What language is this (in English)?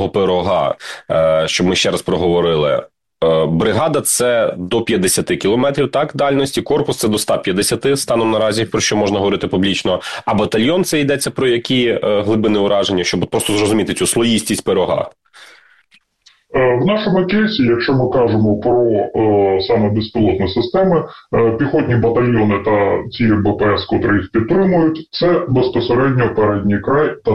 Ukrainian